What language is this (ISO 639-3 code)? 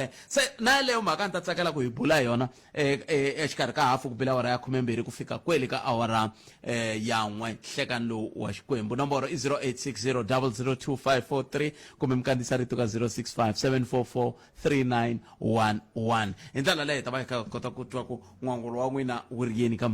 tso